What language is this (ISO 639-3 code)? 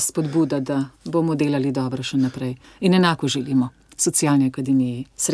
slv